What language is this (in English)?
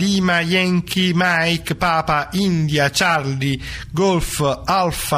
Italian